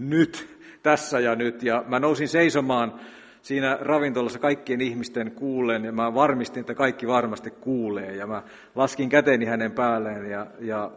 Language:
Finnish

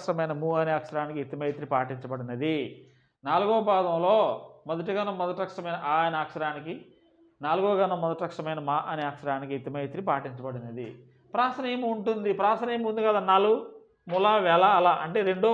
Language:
Telugu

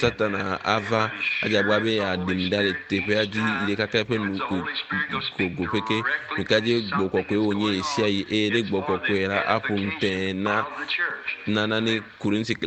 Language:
Ewe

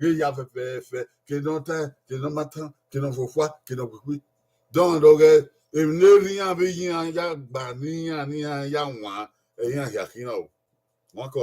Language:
Bini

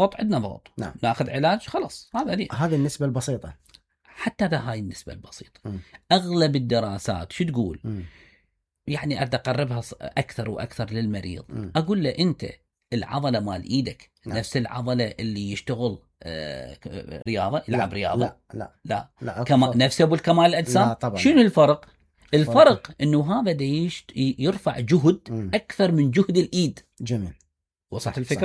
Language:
Mesopotamian Arabic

